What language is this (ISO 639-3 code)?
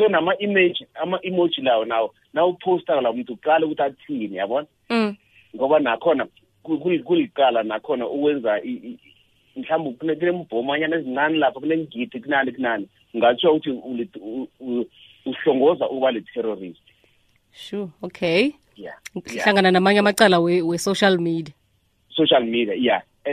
nbl